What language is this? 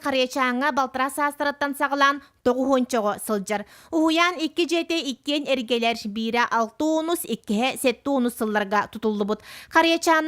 Yakut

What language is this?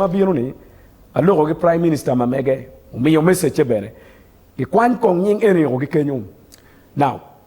Acoli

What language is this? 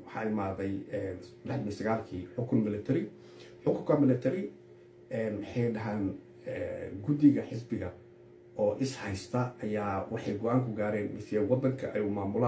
Somali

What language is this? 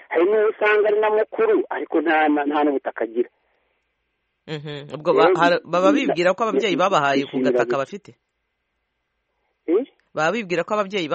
Kinyarwanda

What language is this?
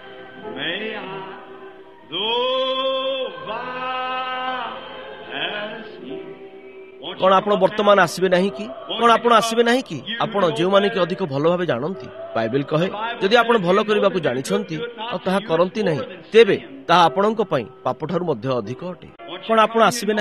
Odia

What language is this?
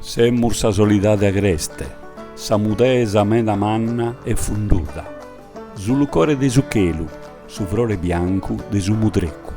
Sardinian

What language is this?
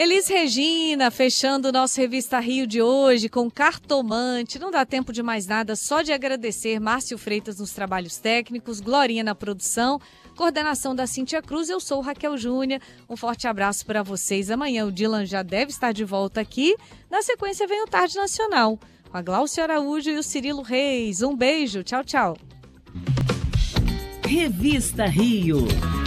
Portuguese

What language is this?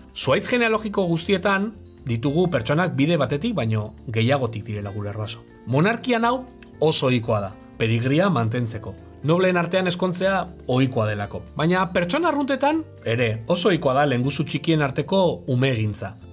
Basque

